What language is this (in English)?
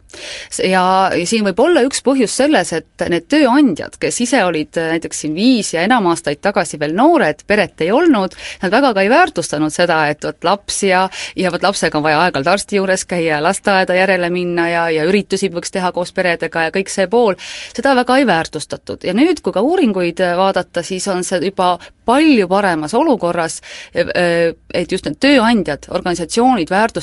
Estonian